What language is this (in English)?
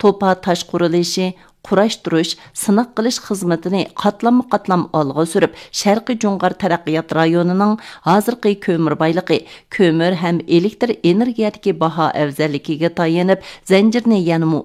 Uyghur